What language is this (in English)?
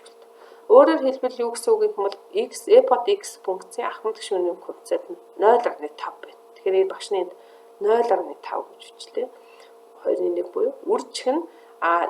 Mongolian